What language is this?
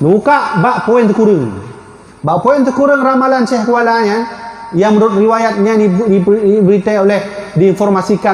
Achinese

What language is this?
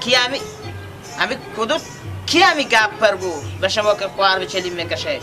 Persian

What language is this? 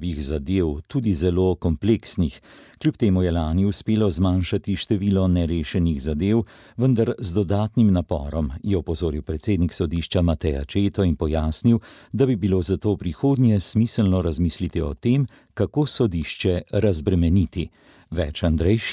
Slovenian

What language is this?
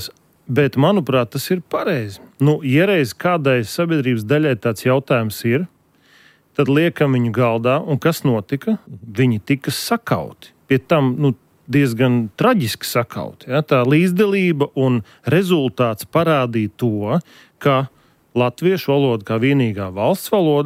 Latvian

